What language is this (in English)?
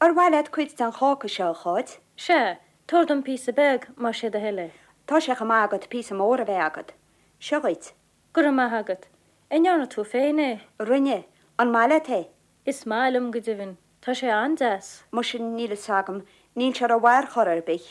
Irish